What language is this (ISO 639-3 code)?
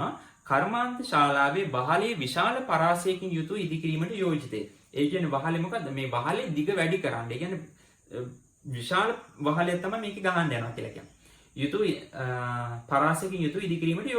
sin